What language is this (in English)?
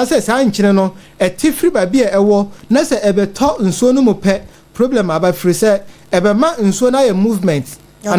Akan